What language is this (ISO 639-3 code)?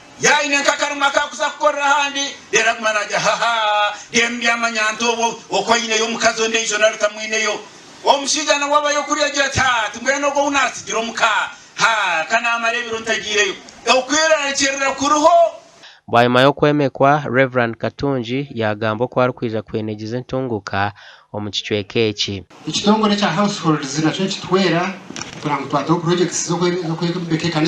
nyn